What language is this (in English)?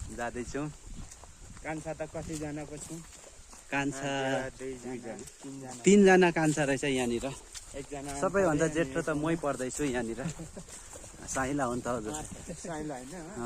Nepali